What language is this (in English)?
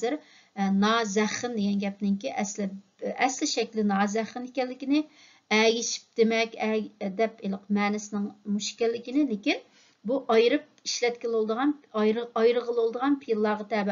Uyghur